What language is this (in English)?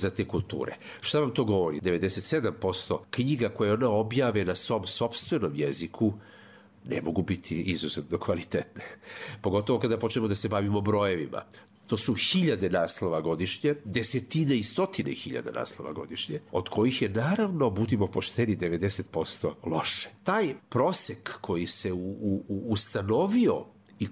Serbian